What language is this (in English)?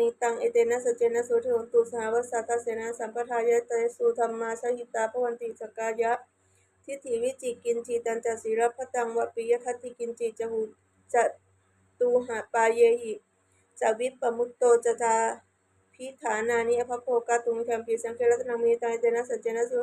Pali